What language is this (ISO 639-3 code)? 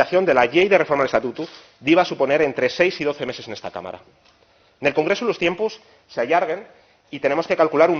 ast